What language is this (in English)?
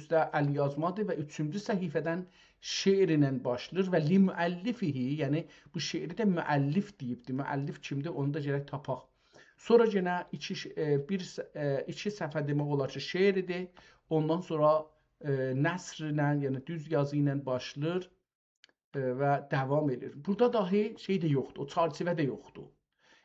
South Azerbaijani